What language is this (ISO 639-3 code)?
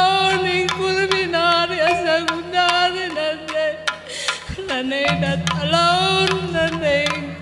btx